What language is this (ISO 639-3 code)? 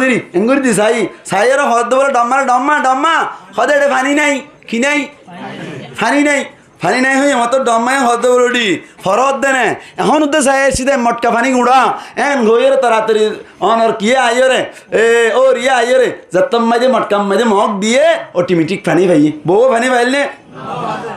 rhg